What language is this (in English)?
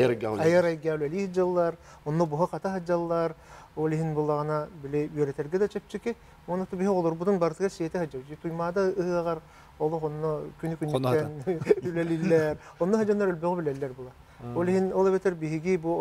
Yakut